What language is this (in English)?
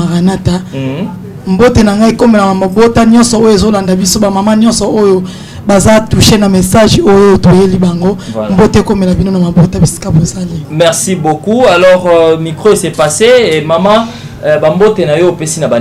Lingala